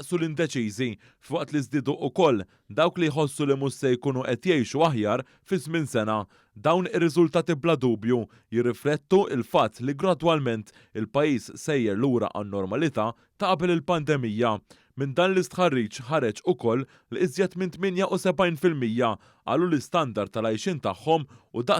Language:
Maltese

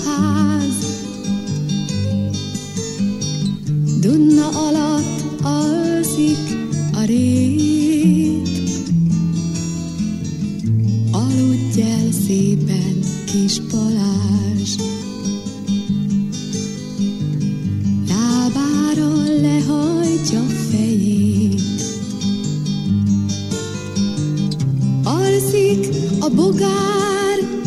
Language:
Hungarian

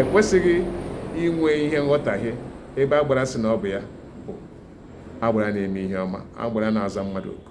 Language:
Igbo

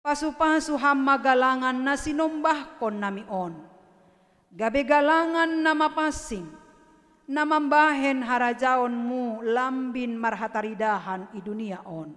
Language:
Batak Simalungun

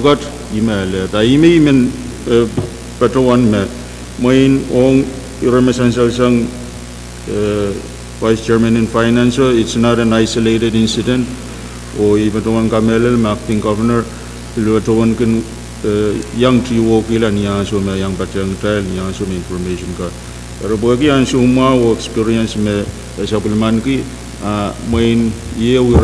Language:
Pohnpeian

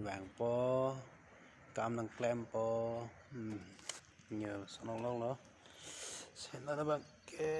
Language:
Karbi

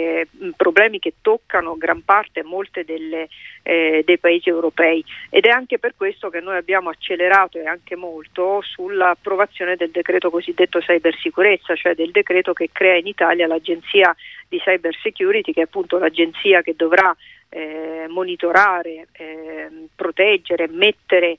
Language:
Italian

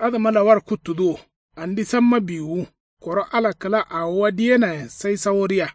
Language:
Kanuri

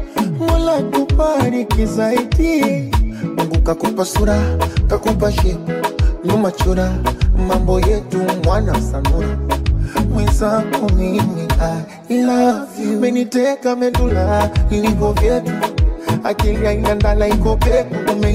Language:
Swahili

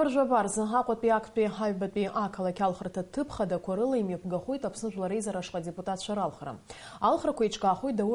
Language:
Abkhazian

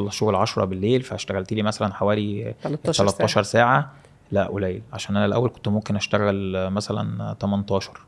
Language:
Egyptian Arabic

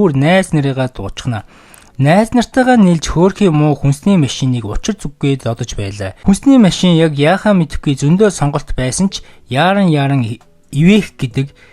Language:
Mongolian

